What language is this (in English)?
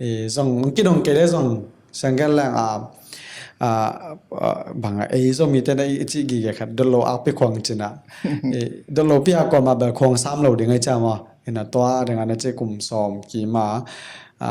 Tedim Chin